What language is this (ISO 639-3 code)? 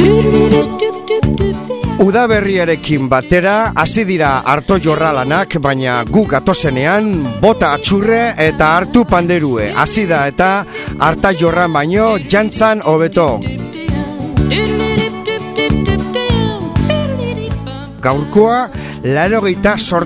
eus